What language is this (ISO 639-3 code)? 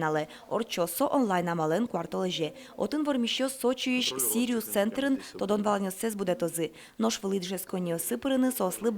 udm